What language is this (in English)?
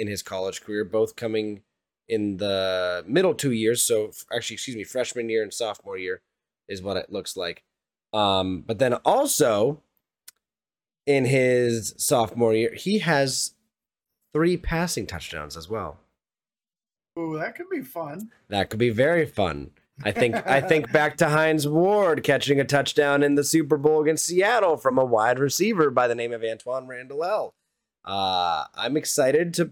English